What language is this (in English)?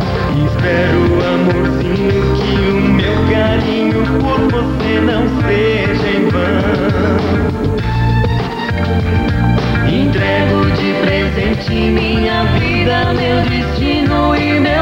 Portuguese